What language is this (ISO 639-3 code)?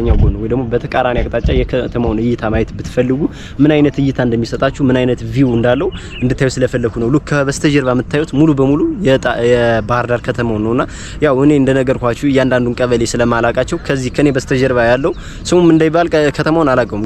amh